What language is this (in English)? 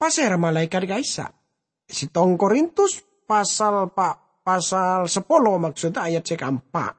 Madurese